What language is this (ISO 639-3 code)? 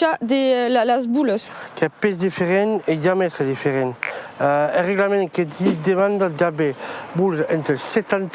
oci